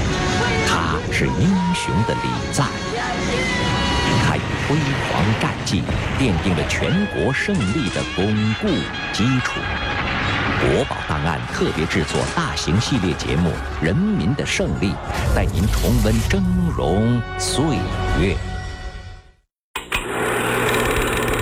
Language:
Chinese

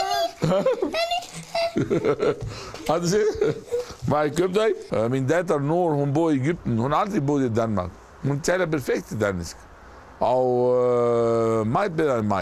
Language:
Danish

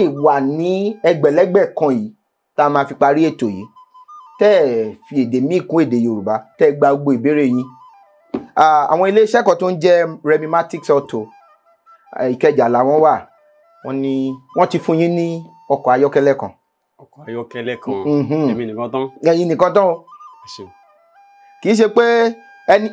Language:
Yoruba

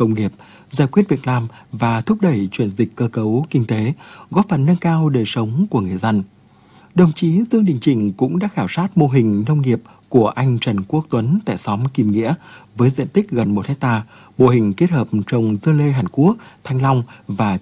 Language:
Vietnamese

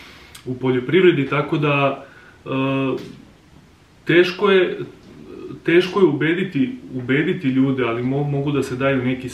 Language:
Serbian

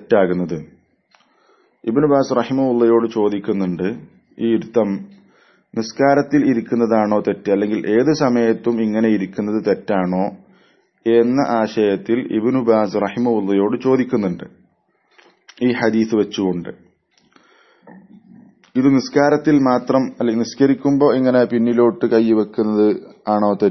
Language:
Malayalam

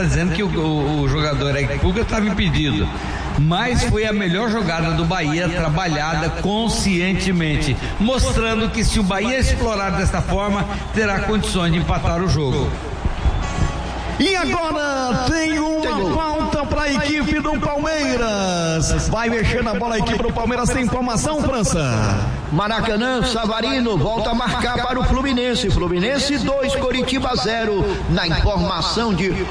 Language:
Portuguese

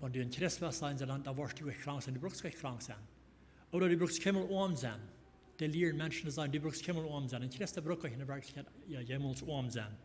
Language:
Plautdietsch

